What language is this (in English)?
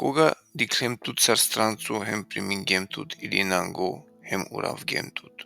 Balkan Romani